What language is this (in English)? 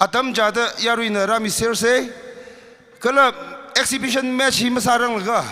Tangkhul Naga (India)